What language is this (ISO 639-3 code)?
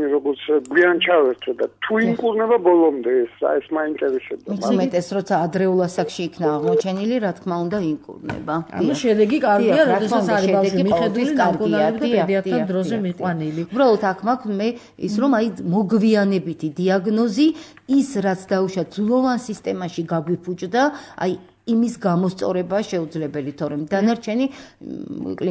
kat